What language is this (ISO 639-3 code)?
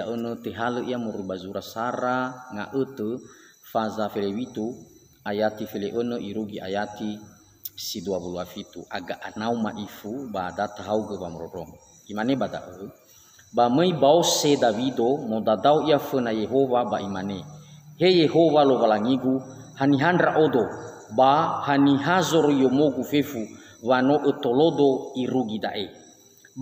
nia